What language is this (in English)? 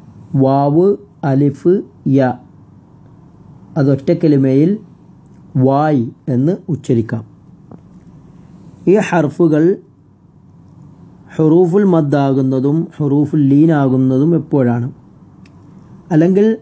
Malayalam